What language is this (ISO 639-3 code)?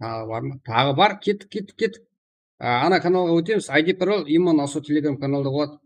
kaa